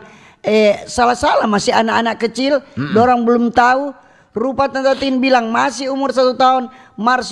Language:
Manado Malay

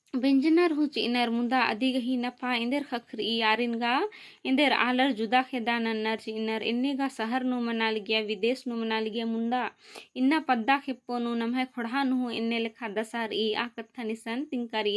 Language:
Kurukh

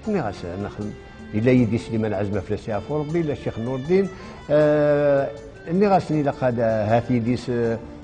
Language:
Kabyle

